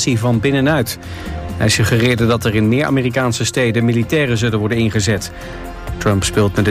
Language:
Dutch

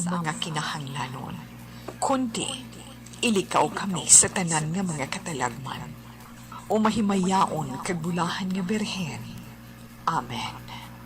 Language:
Hiligaynon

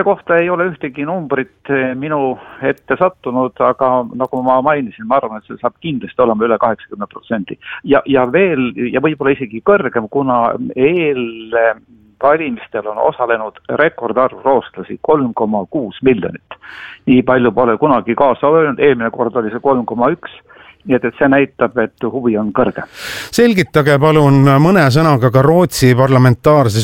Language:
Estonian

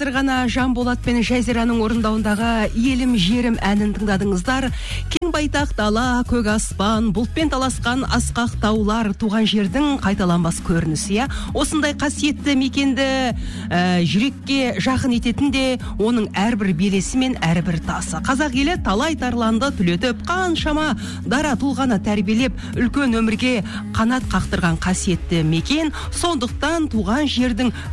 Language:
Kazakh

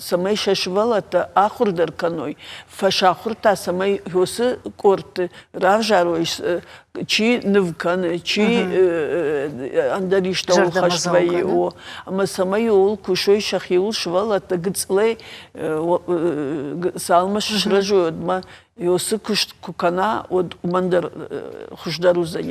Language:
Ossetic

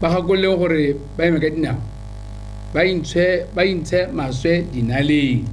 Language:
Tswana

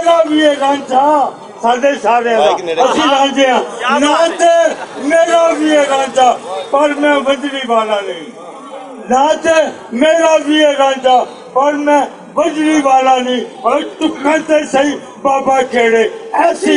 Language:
Western Panjabi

